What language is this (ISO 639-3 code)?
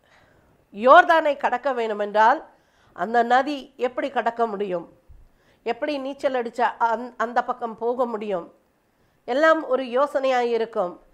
tam